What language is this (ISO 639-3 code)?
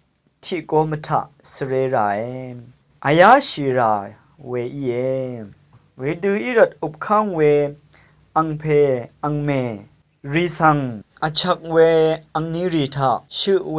raw